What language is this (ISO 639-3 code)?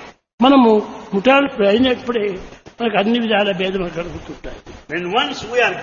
tel